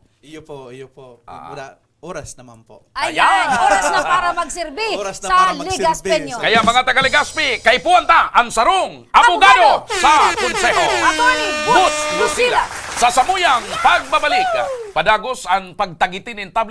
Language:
Bikol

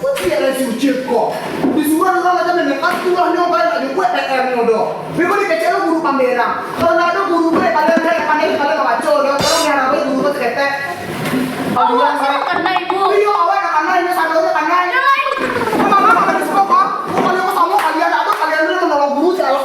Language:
Minangkabau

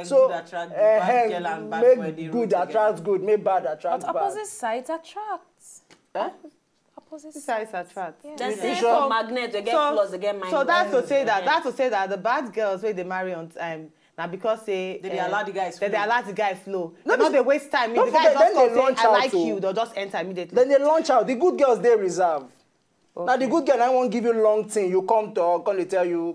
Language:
Nigerian Pidgin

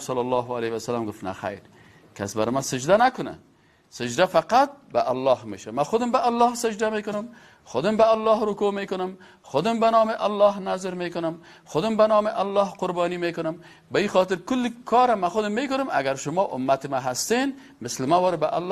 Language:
Persian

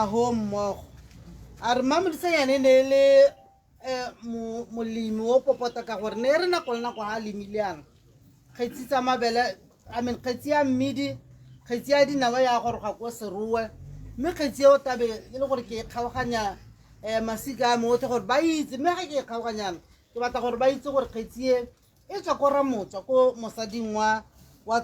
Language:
Tswana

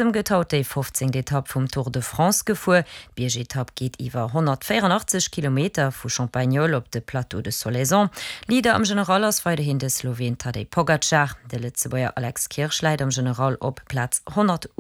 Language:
Luxembourgish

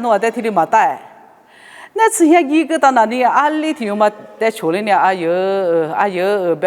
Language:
Lisu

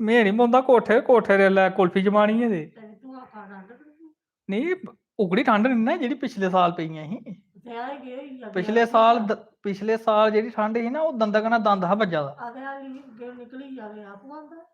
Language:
Dogri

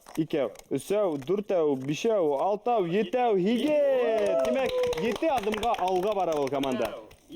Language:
Bashkir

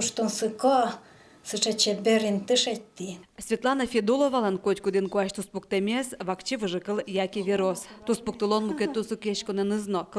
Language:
Udmurt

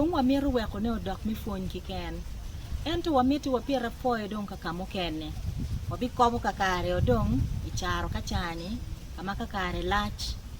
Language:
Acoli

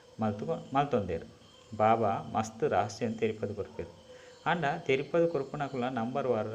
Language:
Tulu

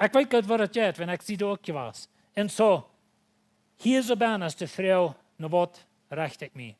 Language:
Plautdietsch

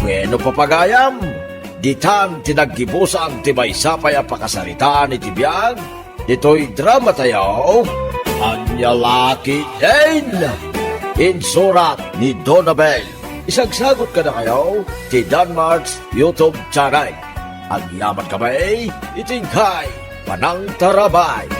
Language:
Iloko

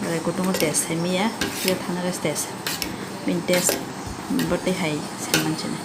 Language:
Kok Borok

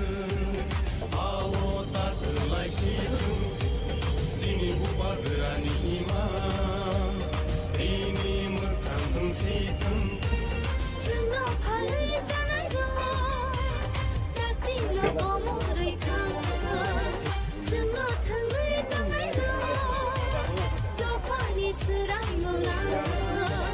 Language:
Kok Borok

